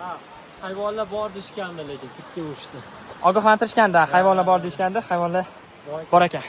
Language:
Uzbek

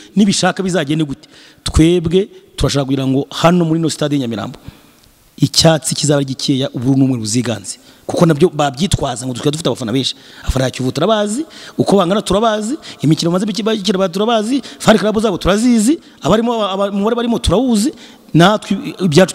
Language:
Kinyarwanda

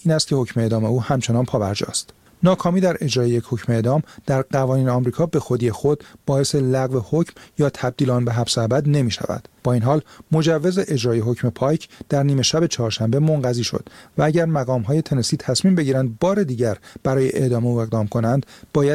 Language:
Persian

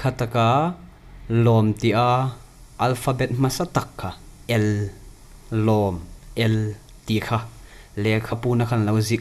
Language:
Hmar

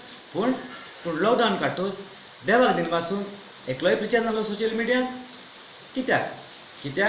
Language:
Konkani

